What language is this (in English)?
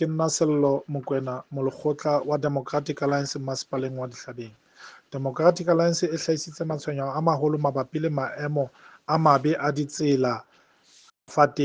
Southern Sotho